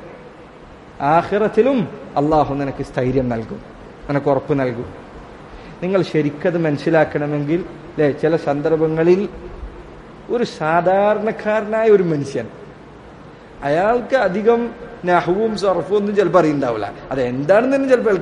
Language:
Malayalam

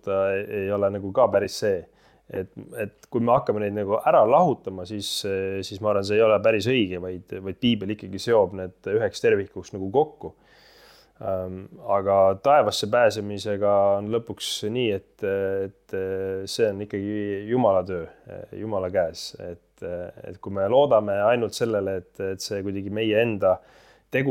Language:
Estonian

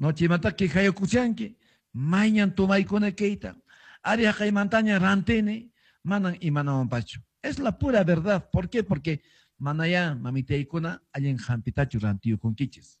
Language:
Quechua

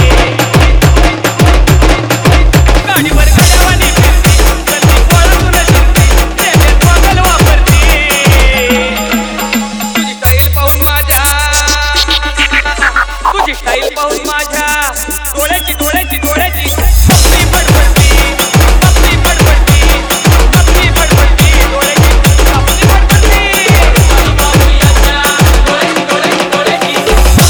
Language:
Marathi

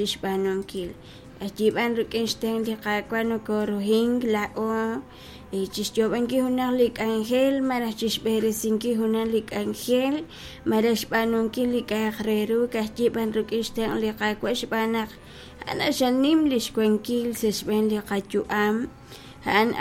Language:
Kekchí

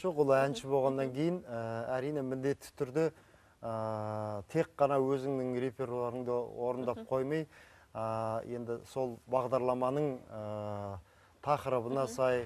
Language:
Kazakh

